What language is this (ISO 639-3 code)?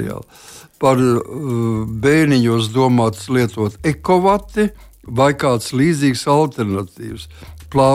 lav